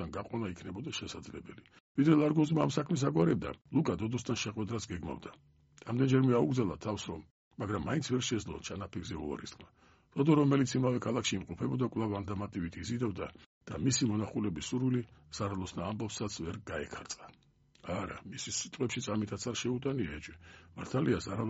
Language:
Georgian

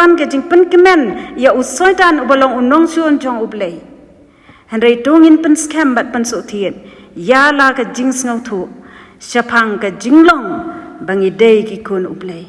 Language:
Khasi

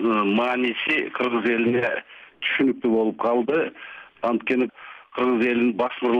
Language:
Kazakh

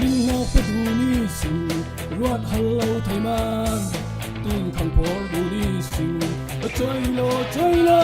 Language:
Falam Chin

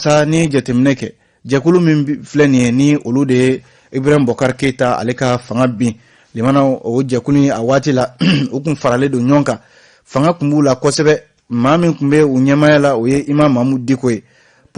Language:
Bambara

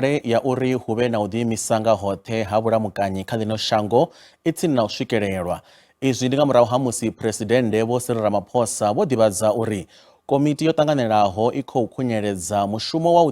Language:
Venda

